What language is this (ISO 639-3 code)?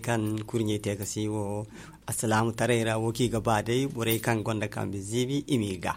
dje